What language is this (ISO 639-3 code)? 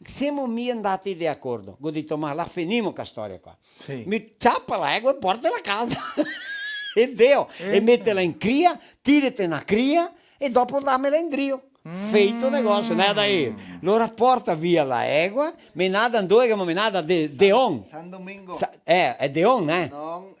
vec